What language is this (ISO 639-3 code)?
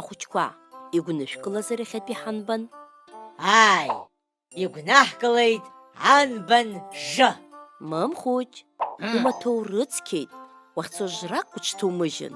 abk